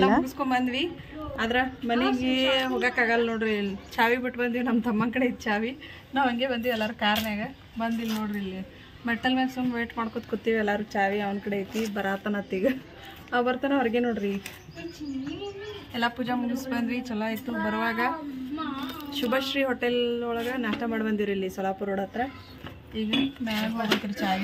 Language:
Kannada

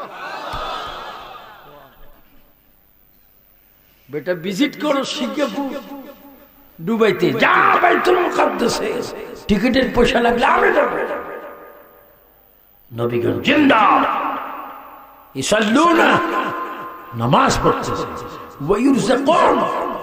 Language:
Bangla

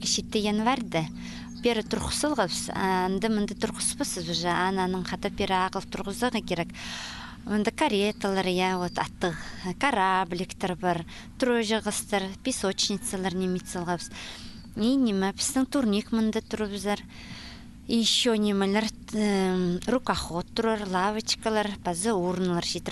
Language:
Khakas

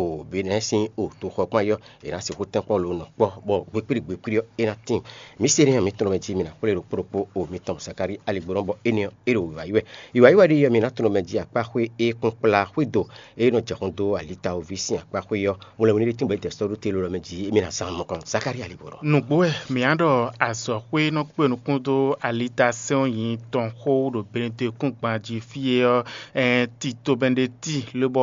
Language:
Fon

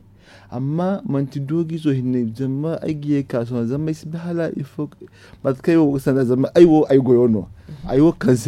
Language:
Zarma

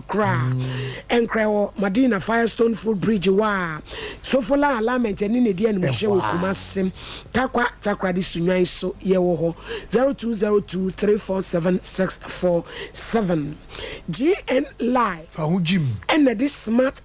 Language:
Akan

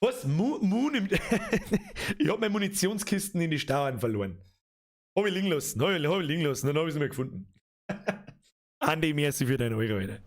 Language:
Bavarian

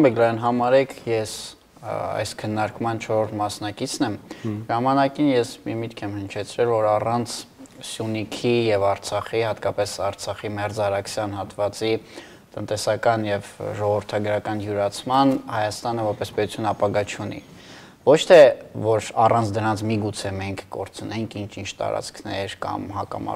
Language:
Armenian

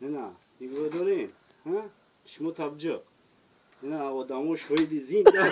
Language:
Tajik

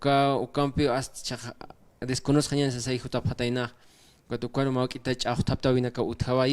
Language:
Aymara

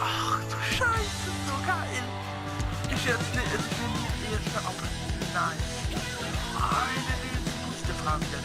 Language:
Swiss German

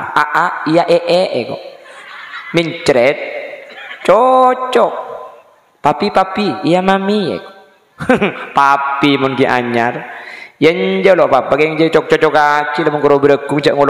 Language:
Madurese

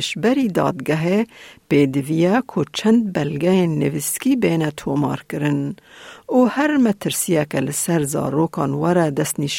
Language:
Kurdish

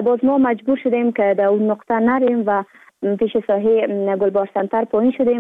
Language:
Persian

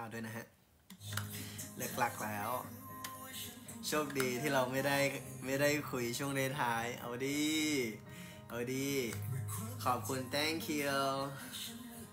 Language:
Thai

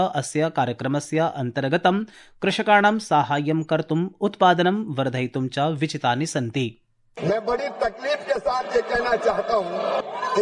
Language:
Sanskrit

